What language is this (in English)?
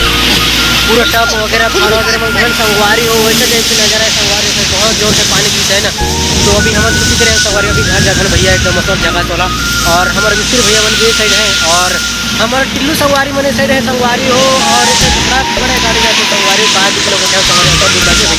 Chhattisgarhi